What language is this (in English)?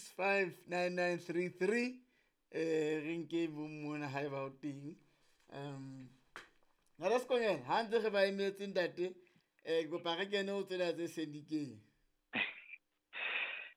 Southern Sotho